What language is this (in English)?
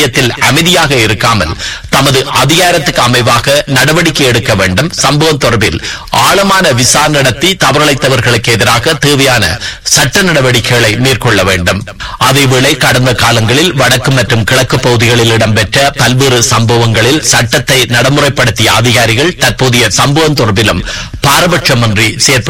Tamil